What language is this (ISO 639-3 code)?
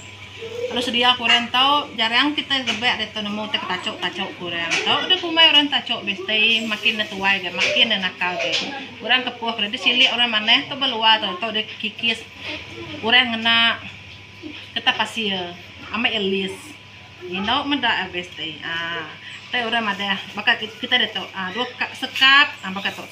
iba